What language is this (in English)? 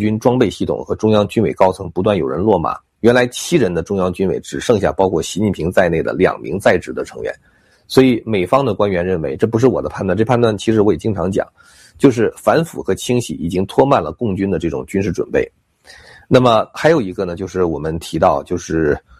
Chinese